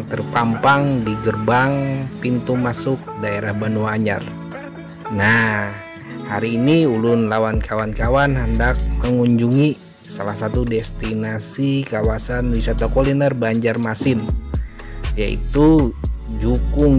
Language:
Banjar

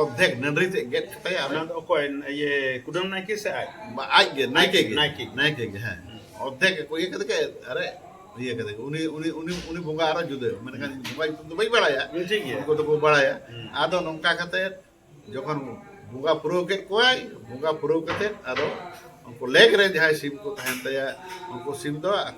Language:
Santali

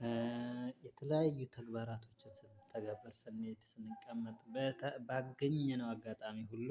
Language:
Amharic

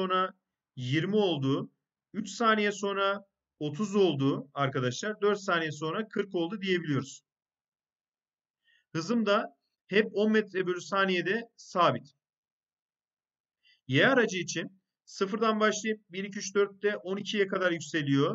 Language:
Turkish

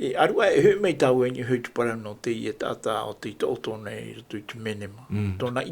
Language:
Tahitian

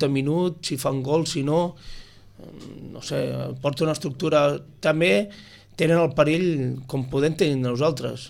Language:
Catalan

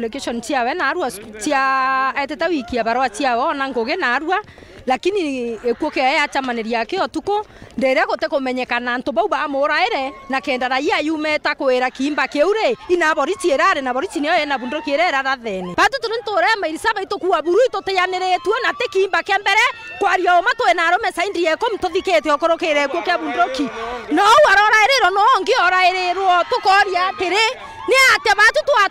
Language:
Meru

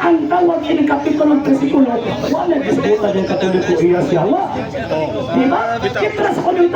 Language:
Cebuano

